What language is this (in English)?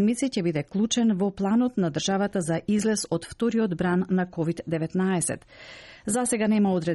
Macedonian